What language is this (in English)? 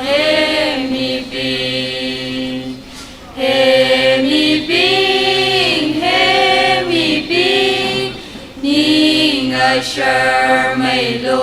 Tangkhul Naga (India)